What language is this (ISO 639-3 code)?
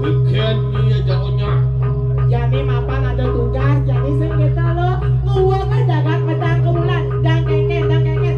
ban